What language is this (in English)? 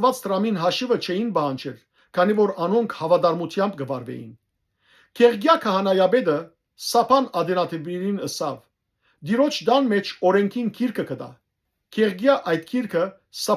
Western Armenian